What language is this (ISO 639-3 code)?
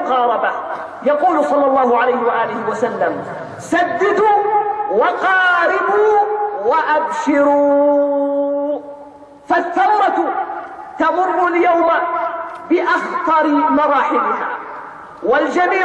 ara